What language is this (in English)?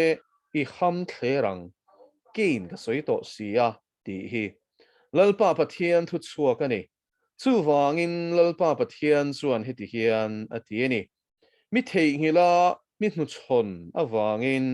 Mizo